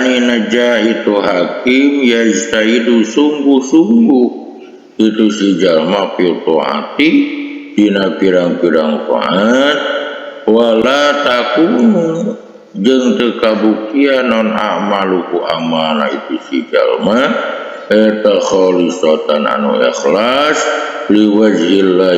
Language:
Sundanese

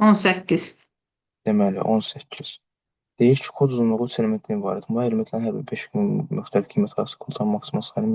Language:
Azerbaijani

